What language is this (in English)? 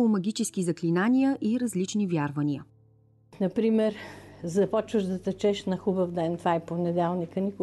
Bulgarian